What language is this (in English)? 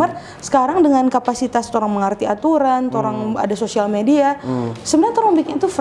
Manado Malay